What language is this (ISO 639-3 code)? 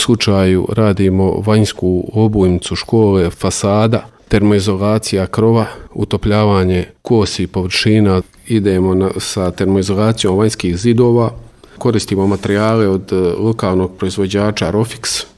hrv